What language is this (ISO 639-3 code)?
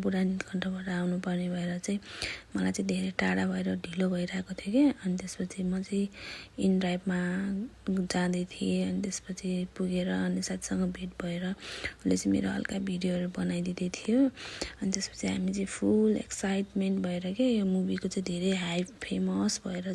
nep